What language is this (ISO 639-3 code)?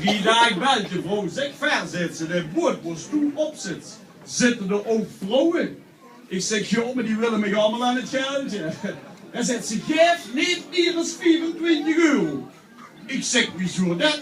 lim